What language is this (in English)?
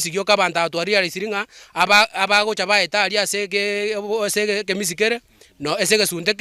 Gusii